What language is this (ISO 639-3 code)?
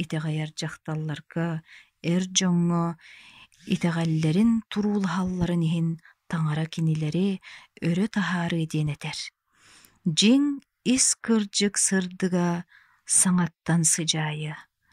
sah